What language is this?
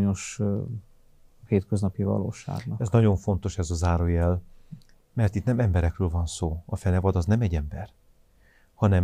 Hungarian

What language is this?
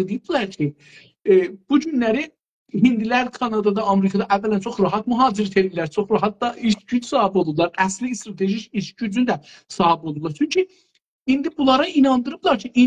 South Azerbaijani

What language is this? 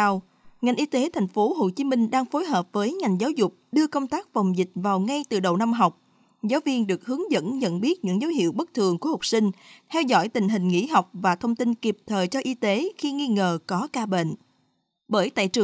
Vietnamese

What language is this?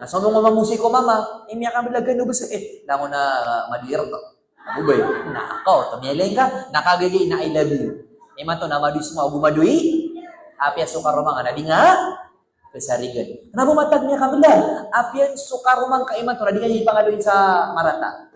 Maranao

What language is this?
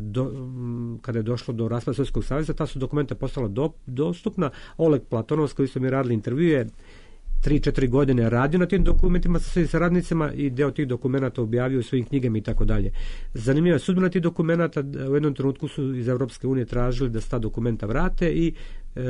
Serbian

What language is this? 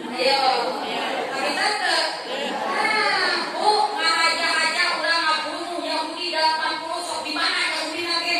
Sundanese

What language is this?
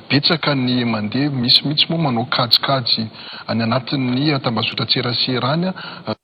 Malagasy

